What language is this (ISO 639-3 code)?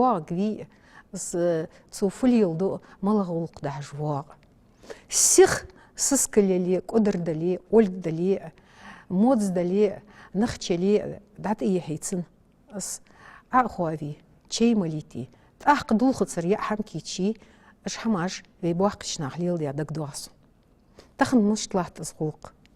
inh